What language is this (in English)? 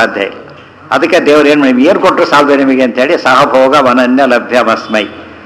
Kannada